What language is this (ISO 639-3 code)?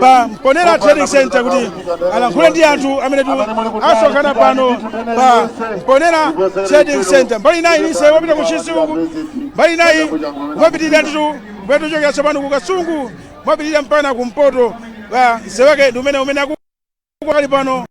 nya